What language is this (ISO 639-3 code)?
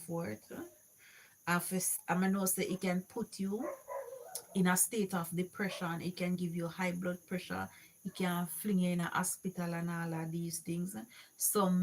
jam